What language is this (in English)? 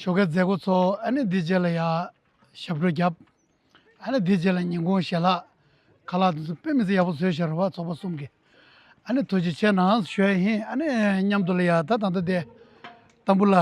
Tibetan